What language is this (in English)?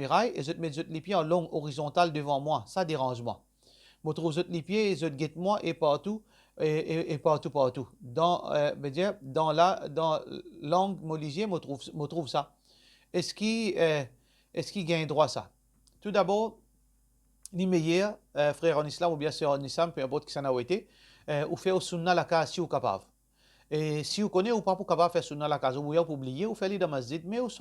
Morisyen